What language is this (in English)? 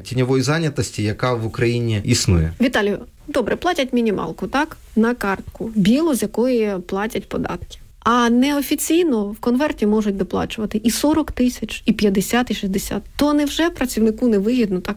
Ukrainian